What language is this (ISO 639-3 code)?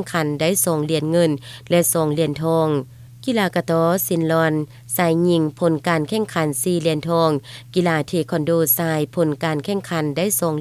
lao